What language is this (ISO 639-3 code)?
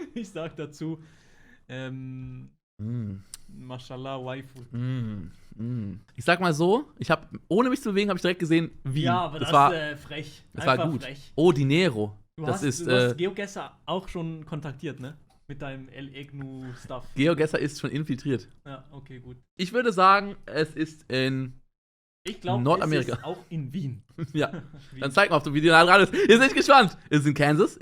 gsw